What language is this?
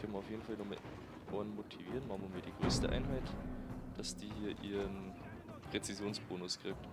Bavarian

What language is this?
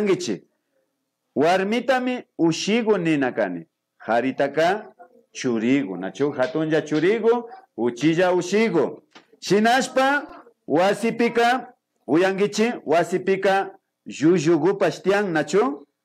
Imbabura Highland Quichua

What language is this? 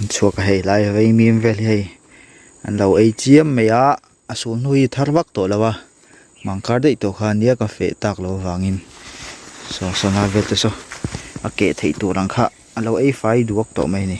Mizo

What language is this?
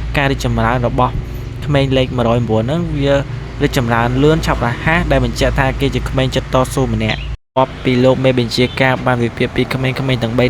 Khmer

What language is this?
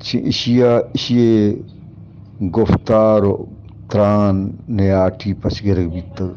Eastern Balochi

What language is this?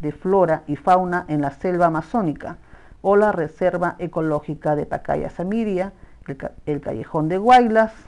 Spanish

